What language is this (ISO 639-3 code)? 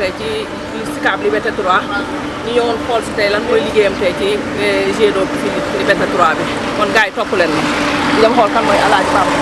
wol